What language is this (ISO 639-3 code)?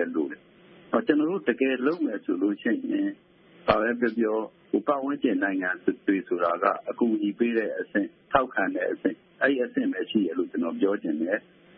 mya